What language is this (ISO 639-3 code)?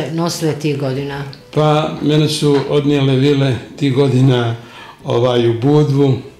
srp